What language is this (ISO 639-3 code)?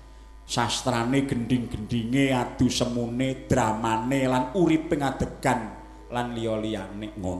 jav